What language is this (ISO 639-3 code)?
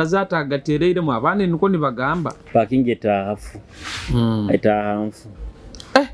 nyo